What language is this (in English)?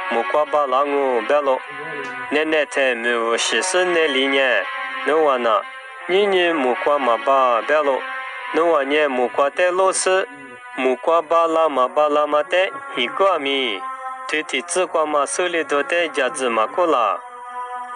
Lisu